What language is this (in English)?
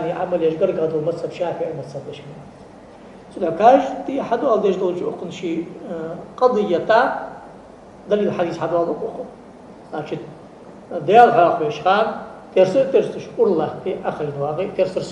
Ingush